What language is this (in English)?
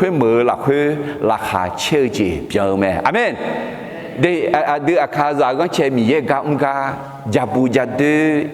Akha